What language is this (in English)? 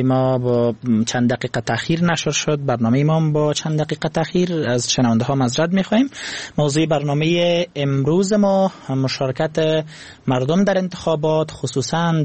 Persian